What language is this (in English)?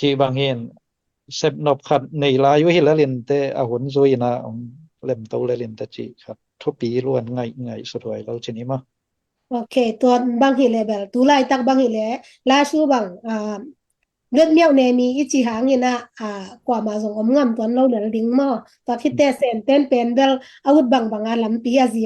Tedim Chin